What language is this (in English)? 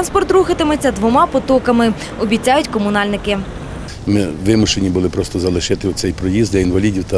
Ukrainian